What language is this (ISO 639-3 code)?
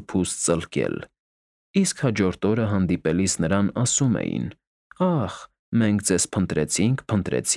hye